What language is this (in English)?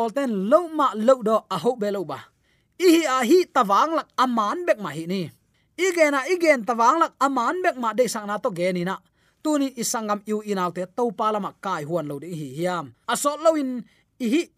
Tedim Chin